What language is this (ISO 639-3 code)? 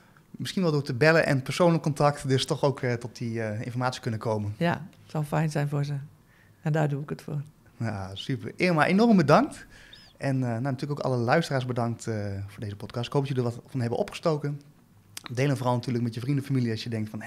nld